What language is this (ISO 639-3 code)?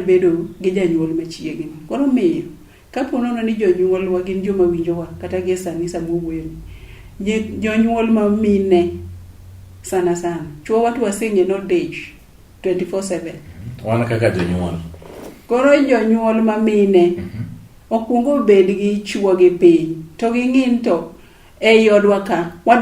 luo